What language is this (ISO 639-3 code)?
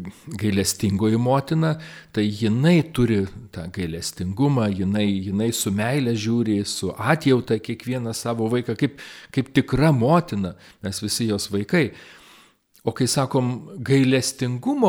lit